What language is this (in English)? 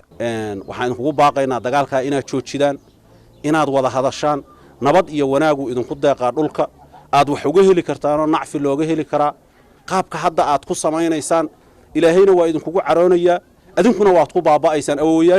Somali